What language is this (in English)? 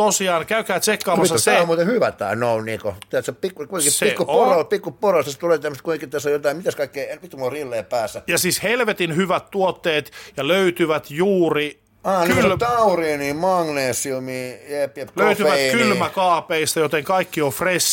Finnish